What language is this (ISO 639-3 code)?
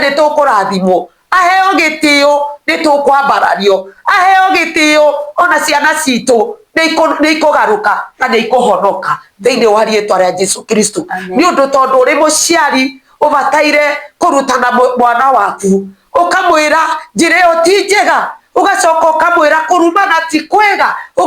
kik